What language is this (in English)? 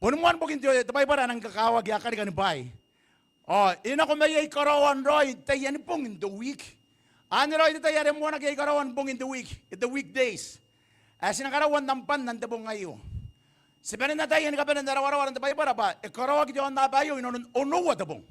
Gilbertese